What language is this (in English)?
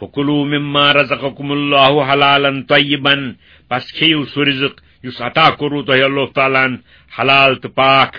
Kashmiri